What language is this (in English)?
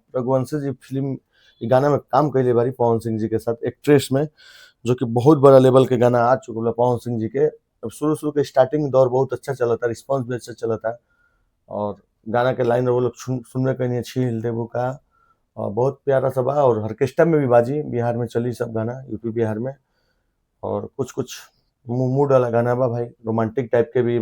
Bhojpuri